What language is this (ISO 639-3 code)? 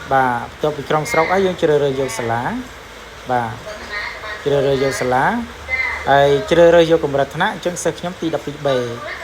khm